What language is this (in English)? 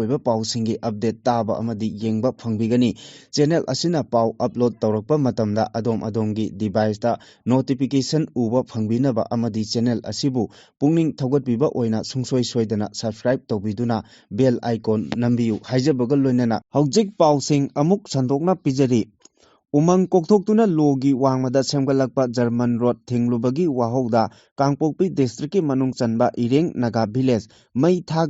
Manipuri